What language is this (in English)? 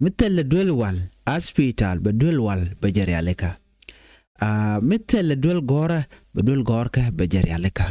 Nuer